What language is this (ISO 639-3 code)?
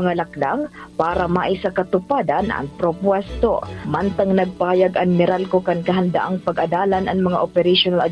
bik